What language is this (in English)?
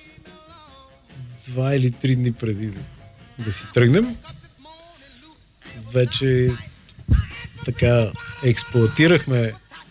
Bulgarian